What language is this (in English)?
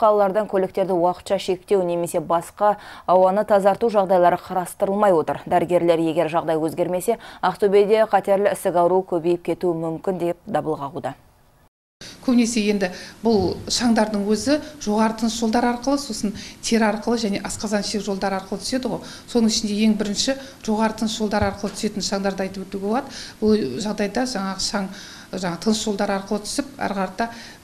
Kazakh